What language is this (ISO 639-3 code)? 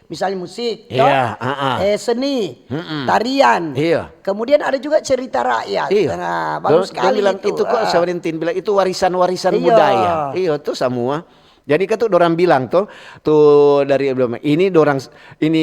xmm